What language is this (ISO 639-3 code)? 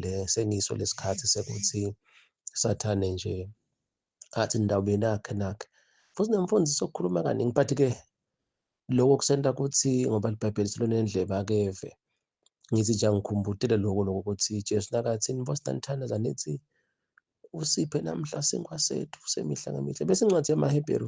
zul